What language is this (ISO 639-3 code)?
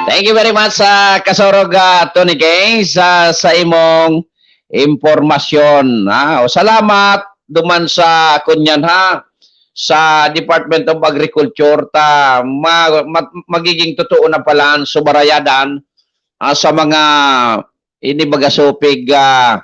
bik